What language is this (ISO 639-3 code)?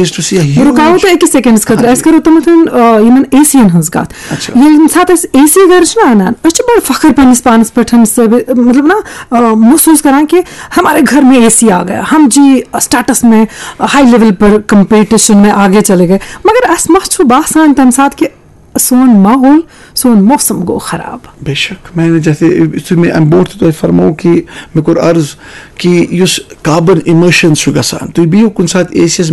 kas